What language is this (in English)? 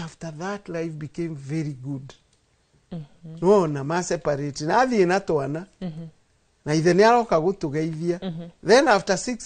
Kikuyu